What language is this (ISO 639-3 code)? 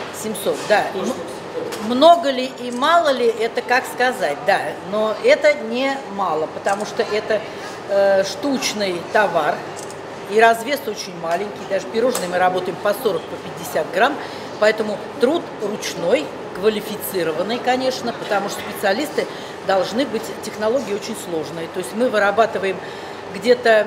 rus